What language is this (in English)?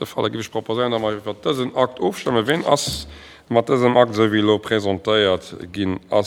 Luxembourgish